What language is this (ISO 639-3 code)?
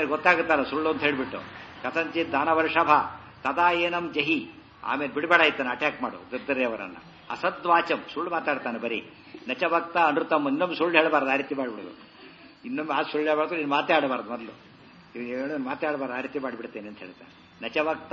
kan